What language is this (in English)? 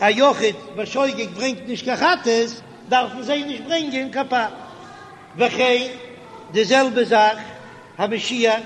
Yiddish